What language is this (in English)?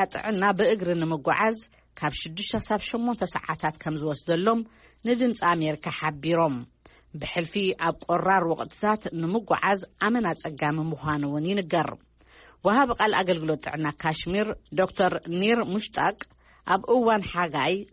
Tigrinya